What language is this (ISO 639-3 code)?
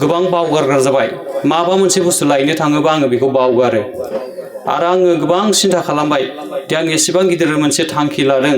brx